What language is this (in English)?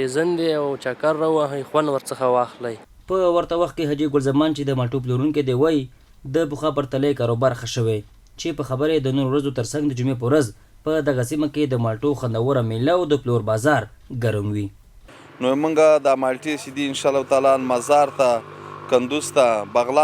Pashto